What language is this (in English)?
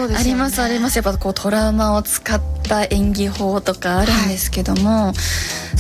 Japanese